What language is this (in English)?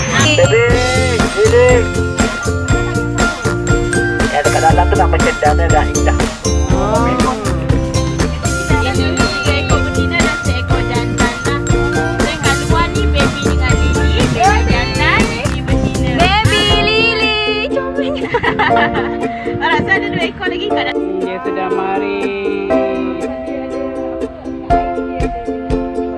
Malay